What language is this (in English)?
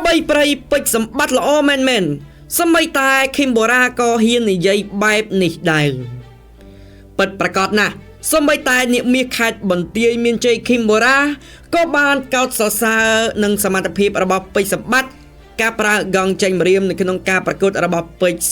Khmer